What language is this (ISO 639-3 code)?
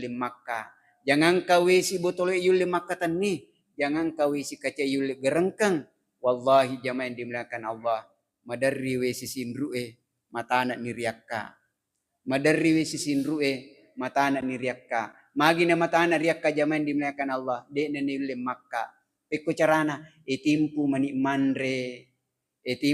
bug